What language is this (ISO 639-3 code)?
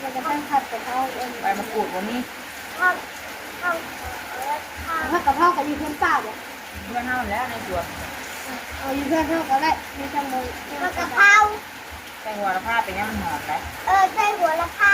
tts